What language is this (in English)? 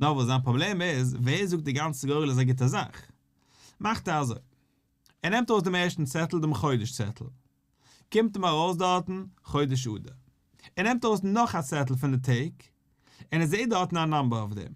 Yiddish